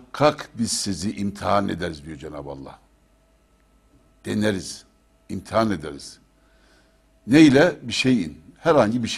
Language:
Turkish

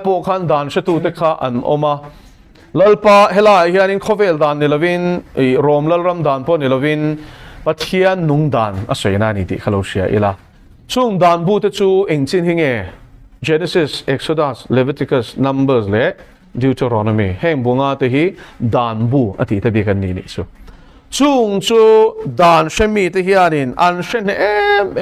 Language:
Mizo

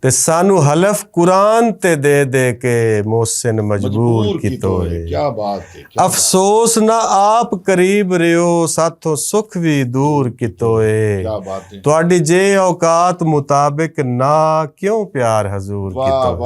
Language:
Western Panjabi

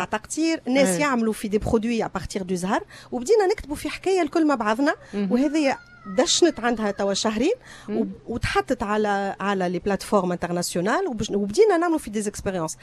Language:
Tunisian Arabic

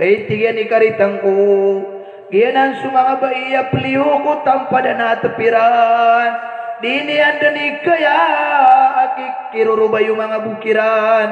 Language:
Maranao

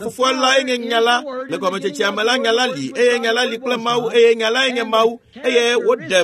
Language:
Ewe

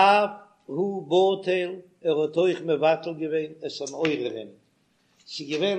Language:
Yiddish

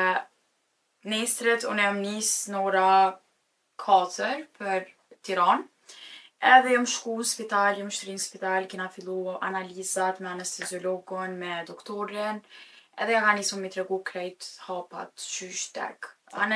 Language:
Albanian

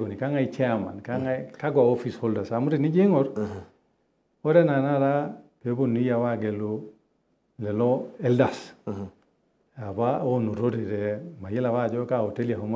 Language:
Masai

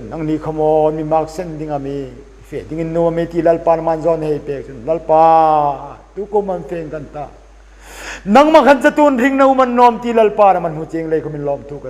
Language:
Hmar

